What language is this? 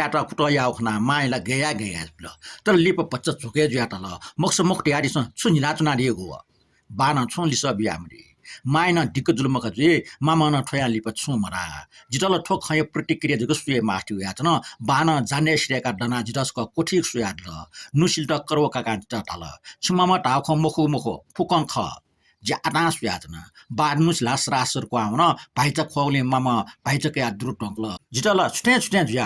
Newari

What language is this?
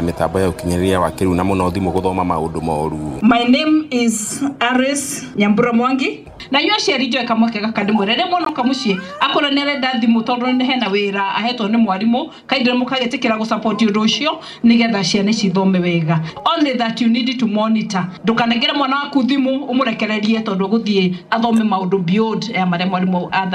Kikuyu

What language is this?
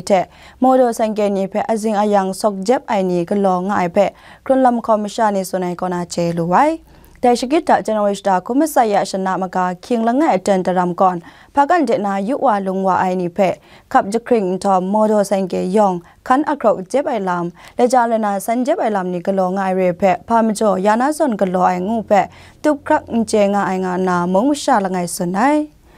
Kachin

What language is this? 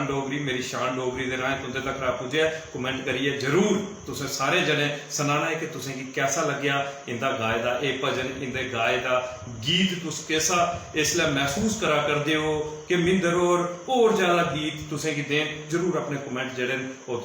Dogri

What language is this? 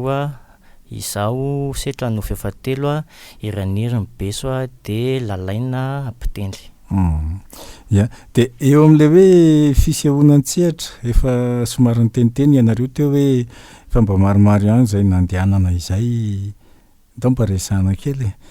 Malagasy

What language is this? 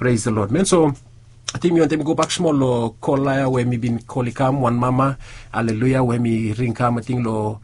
Bislama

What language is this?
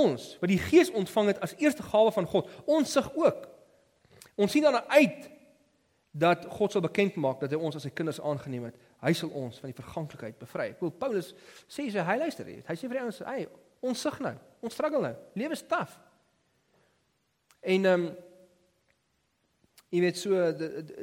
Afrikaans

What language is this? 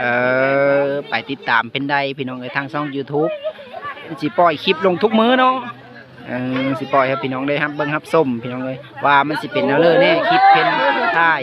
Lao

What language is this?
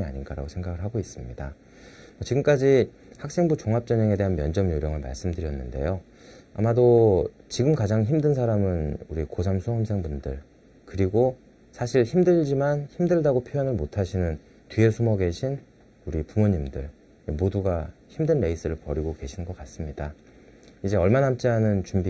Korean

